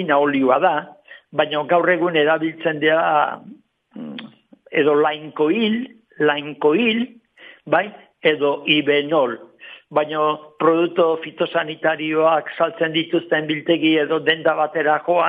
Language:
Basque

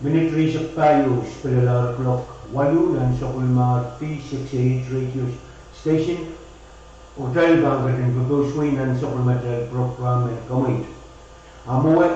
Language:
Pohnpeian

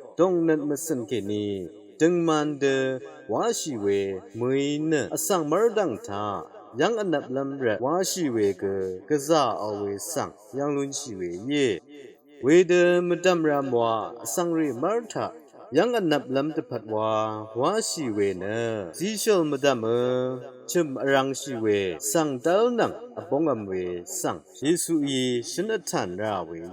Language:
Rawang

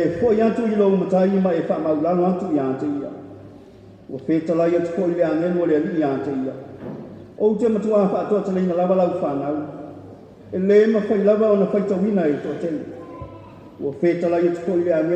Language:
Samoan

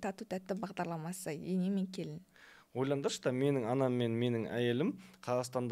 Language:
Kazakh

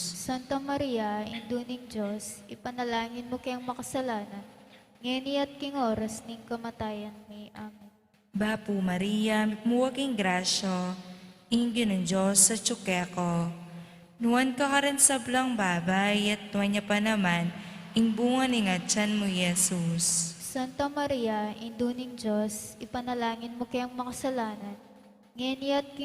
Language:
Pampanga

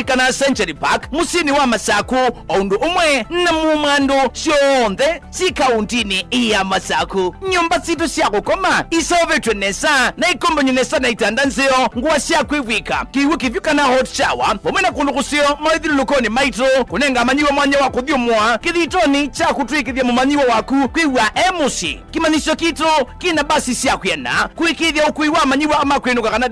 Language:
Kamba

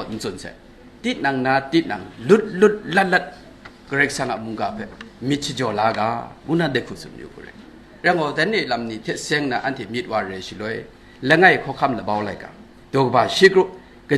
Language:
Kachin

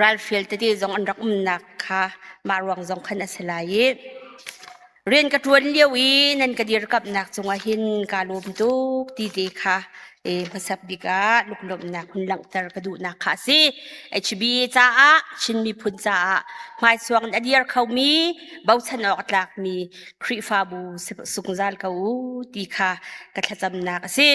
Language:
Hakha Chin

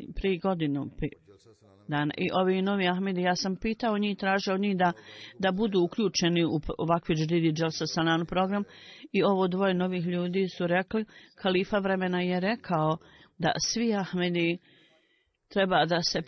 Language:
Bosnian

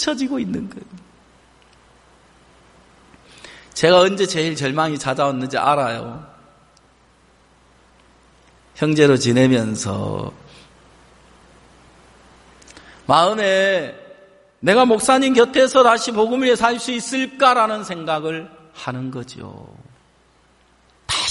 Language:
Korean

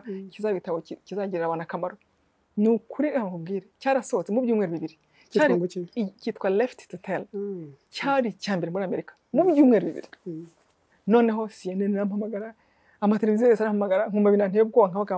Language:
Kinyarwanda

